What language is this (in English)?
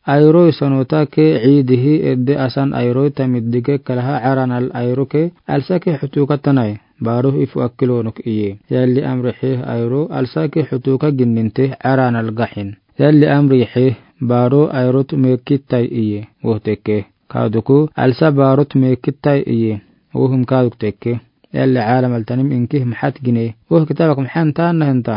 Afar